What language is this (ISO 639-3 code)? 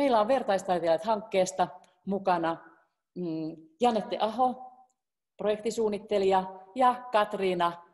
fin